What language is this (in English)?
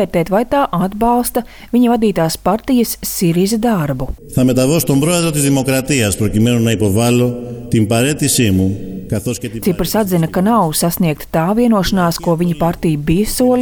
Latvian